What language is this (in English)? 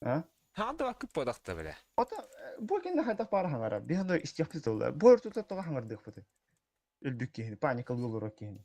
Yakut